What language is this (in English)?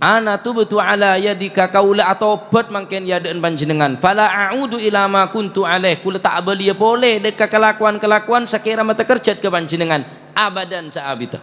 Madurese